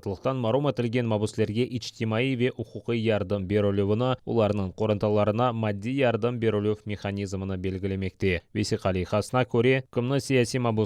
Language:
Crimean Tatar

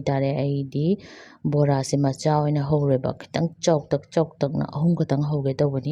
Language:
Manipuri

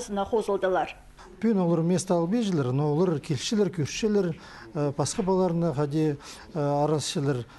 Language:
Khakas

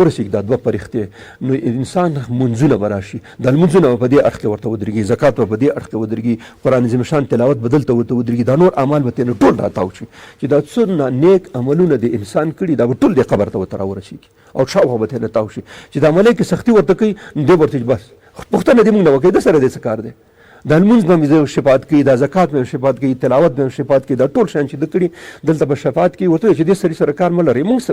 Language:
Pashto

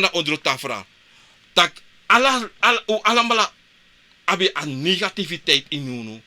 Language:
Sranan Tongo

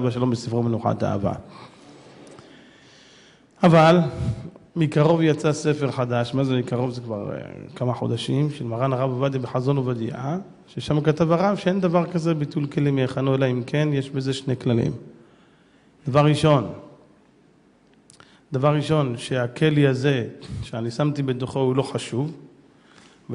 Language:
Hebrew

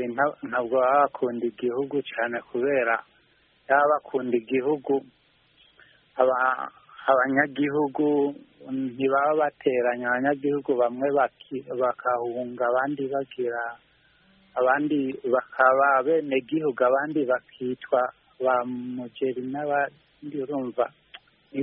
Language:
Kinyarwanda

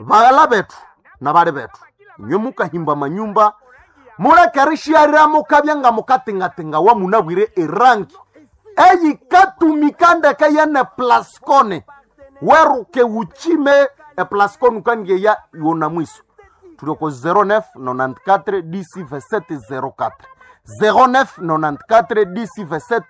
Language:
Nande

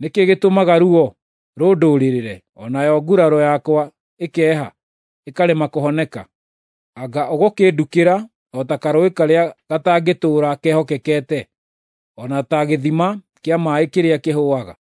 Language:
Kikuyu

